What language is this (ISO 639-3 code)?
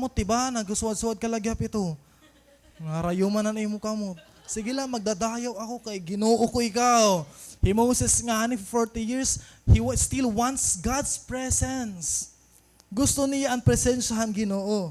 war